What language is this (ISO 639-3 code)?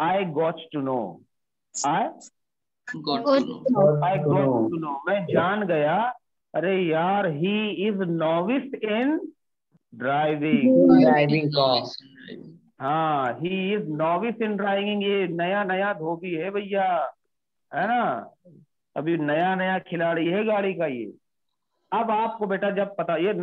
hin